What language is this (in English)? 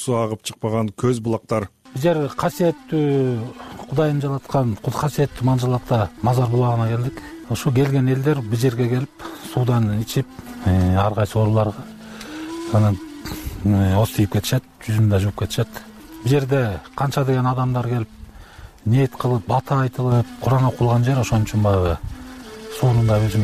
Kyrgyz